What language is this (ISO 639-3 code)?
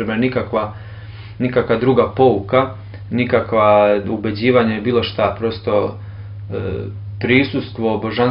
srp